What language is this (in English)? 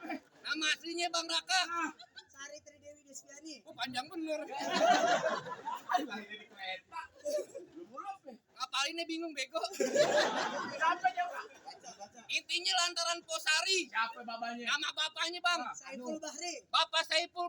Betawi